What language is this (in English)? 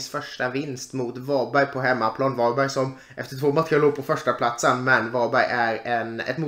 Swedish